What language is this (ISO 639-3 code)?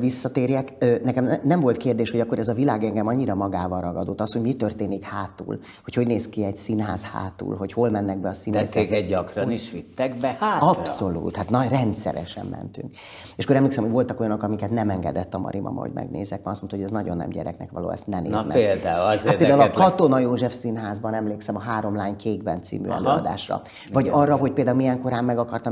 hun